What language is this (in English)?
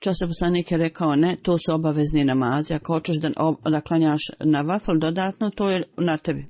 Bosnian